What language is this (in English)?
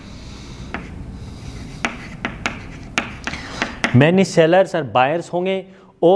Hindi